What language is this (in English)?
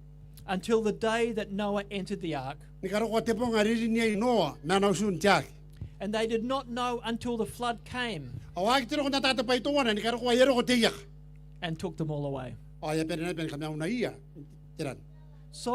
Gilbertese